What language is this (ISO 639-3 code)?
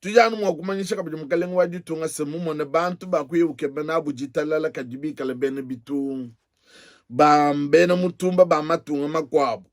lua